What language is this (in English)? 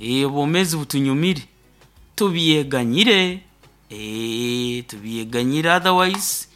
Nyoro